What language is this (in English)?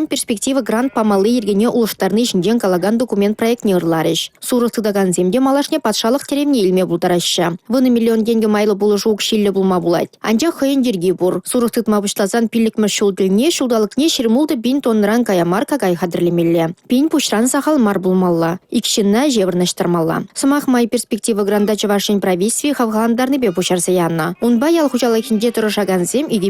Chuvash